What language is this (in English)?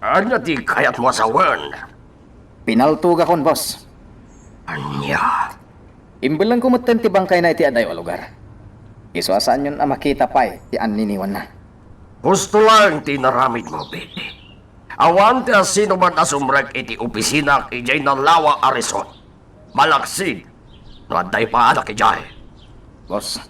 Iloko